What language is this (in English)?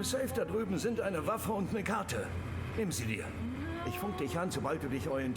Bavarian